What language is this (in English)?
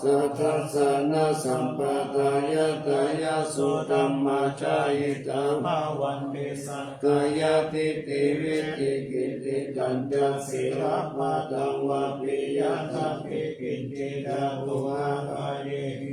Pali